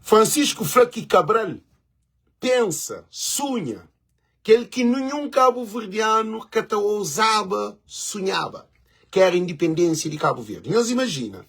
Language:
Kabuverdianu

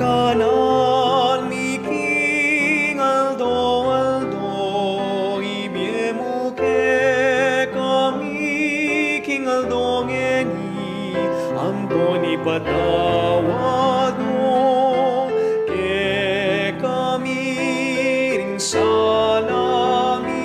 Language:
Pampanga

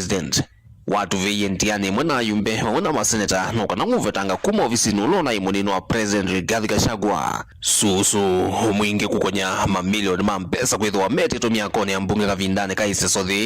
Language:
Kamba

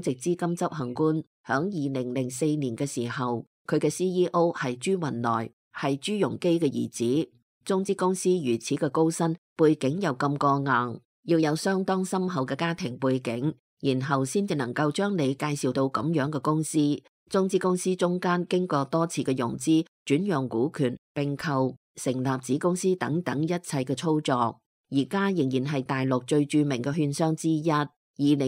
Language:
Cantonese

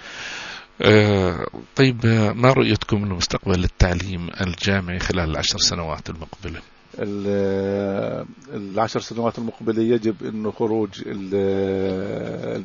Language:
Arabic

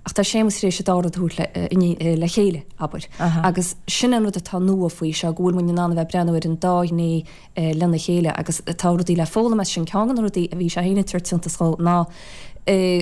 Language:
Irish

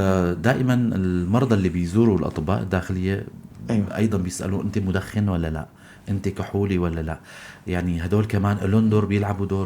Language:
North Levantine Arabic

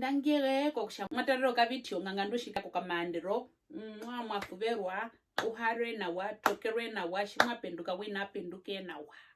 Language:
Herero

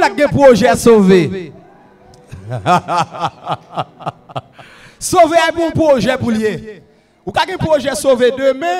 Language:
French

